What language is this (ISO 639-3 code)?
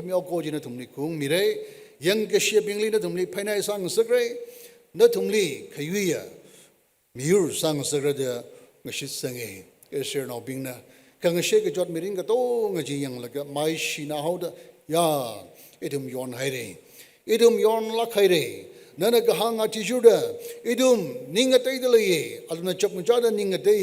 nmf